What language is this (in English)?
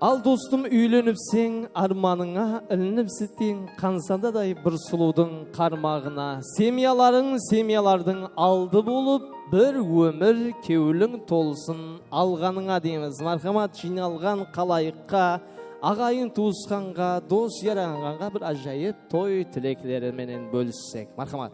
Kara-Kalpak